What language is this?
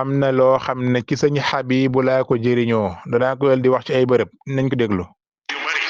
Wolof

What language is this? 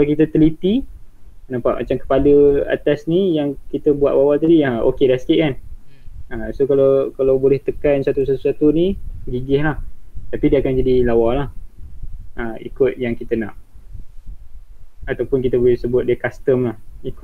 Malay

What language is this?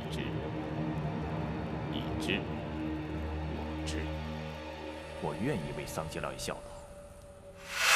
Chinese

